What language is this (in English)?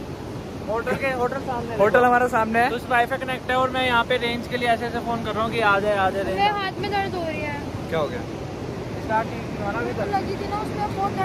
Hindi